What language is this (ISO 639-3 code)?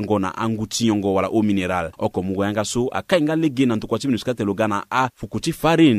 sag